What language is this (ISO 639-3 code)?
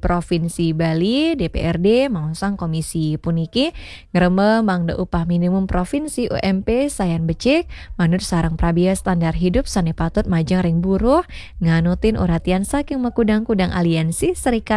ban